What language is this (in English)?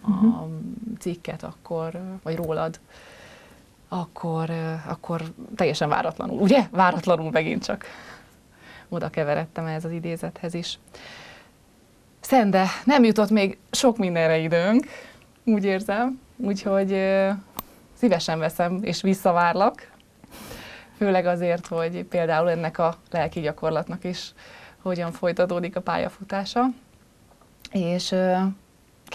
Hungarian